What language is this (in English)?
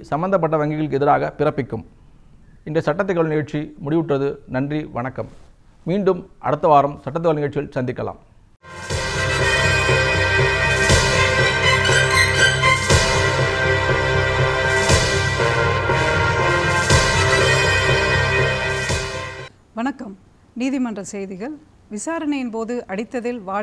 Tamil